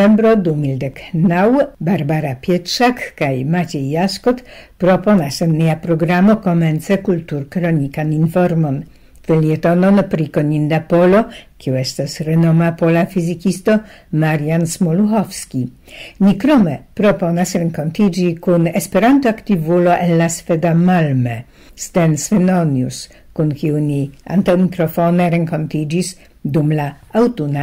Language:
Esperanto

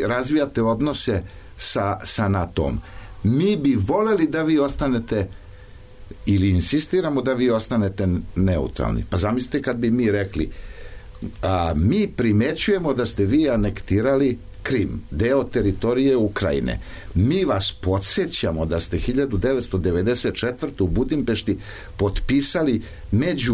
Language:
Serbian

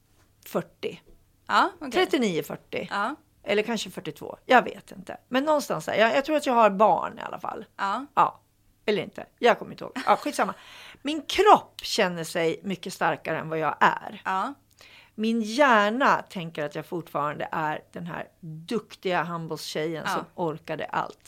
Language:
Swedish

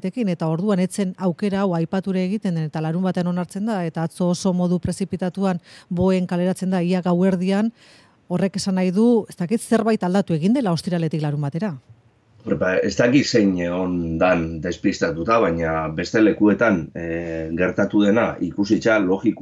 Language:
Basque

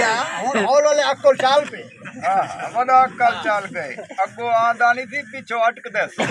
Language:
Saraiki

